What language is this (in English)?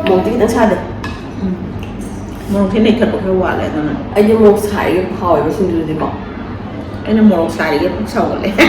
Manipuri